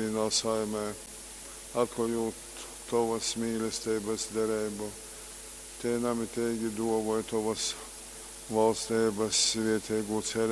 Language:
Latgalian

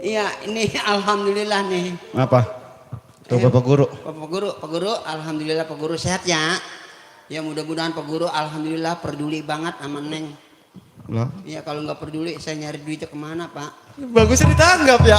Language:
Betawi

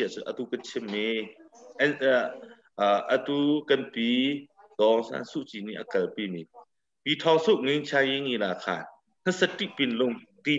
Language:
Hakha Chin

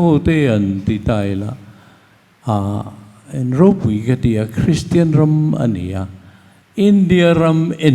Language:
Mizo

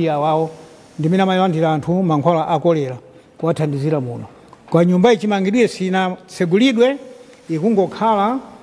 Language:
Nyanja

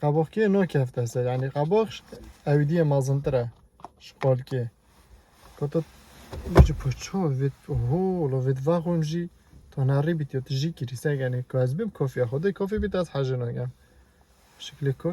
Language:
Kurdish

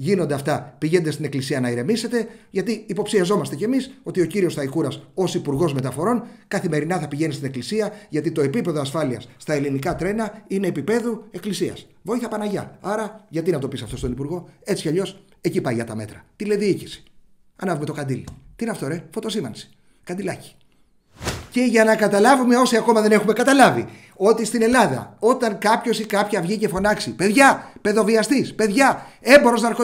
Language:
Greek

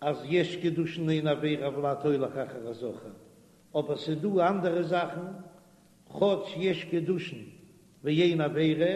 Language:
Yiddish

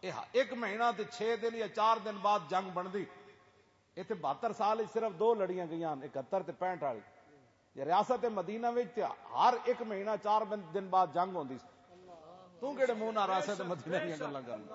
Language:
Western Panjabi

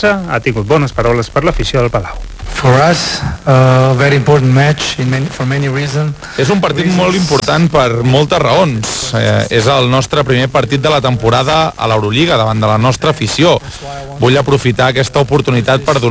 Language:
Catalan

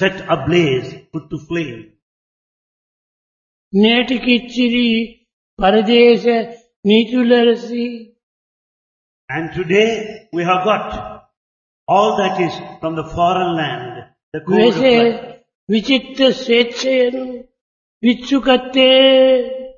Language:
Telugu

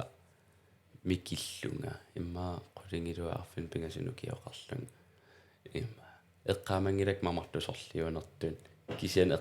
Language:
Kalaallisut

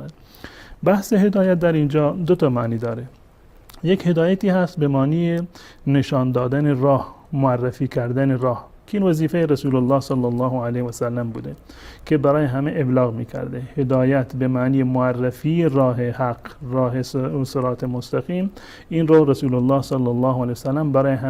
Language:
Persian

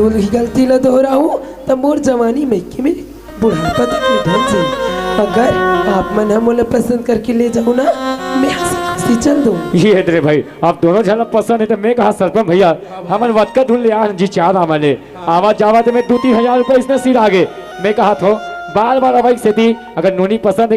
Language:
Chhattisgarhi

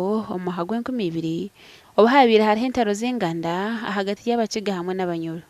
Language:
Nyankole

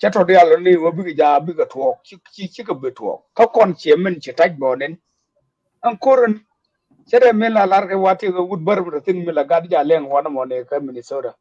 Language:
Nuer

